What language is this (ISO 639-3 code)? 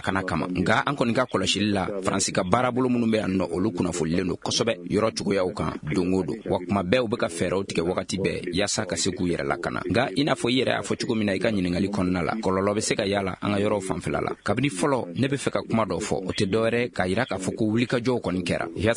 bam